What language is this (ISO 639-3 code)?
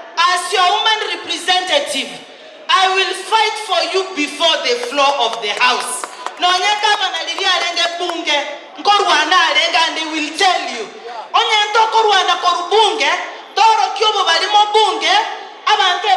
guz